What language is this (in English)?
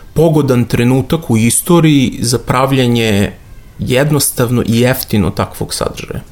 Serbian